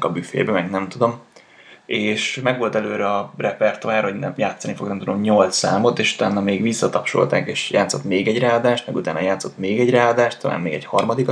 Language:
Hungarian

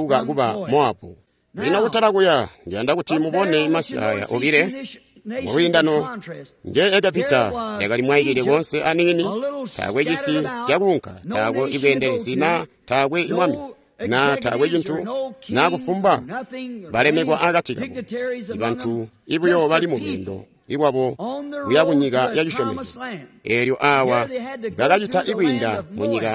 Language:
Tonga (Zambia)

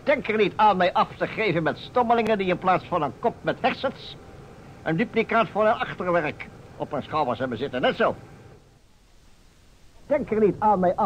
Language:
Dutch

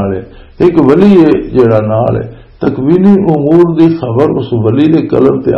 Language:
Western Panjabi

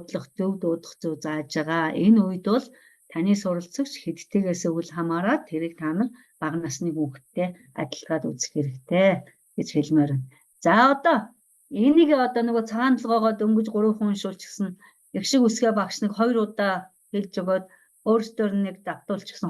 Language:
Mongolian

